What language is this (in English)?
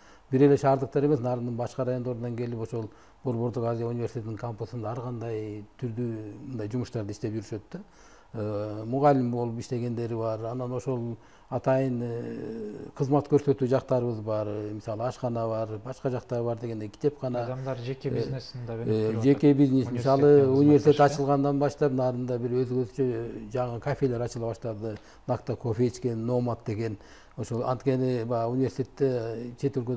Kyrgyz